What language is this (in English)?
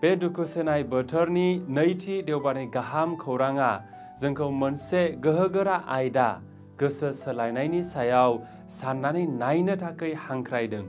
Bodo